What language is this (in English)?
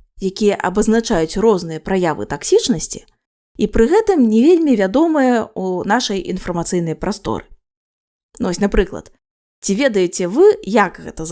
Belarusian